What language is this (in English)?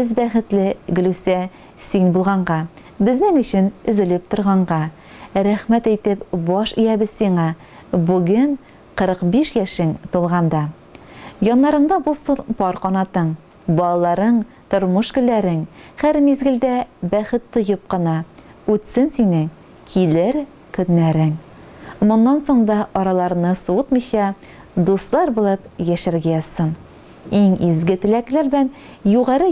Tatar